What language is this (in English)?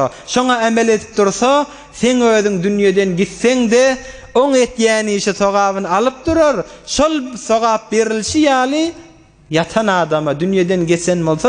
Turkmen